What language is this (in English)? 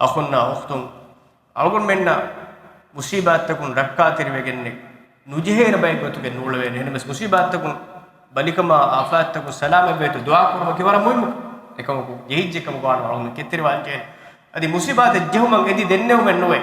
Divehi